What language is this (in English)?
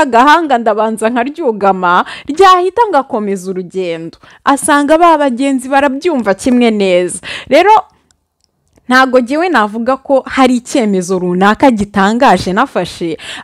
Kinyarwanda